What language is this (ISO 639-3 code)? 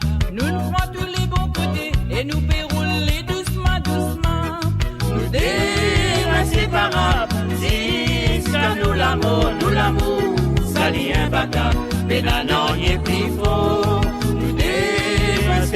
mfe